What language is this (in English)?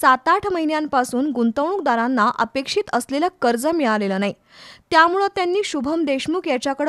Marathi